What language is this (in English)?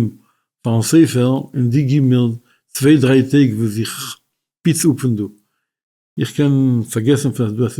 Yiddish